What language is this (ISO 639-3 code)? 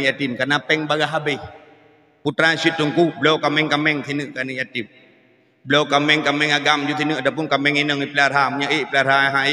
ace